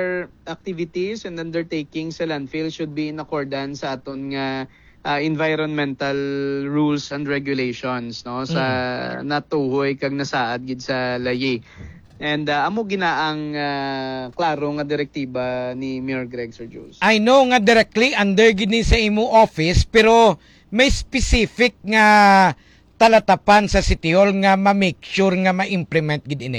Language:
Hiligaynon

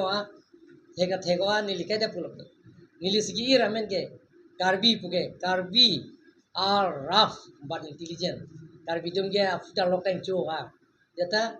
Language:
Karbi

